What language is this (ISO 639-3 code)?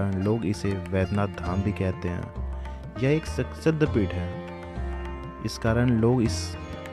hin